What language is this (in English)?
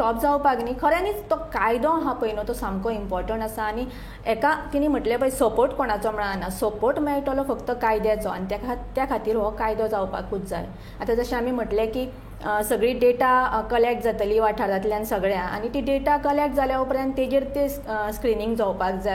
Konkani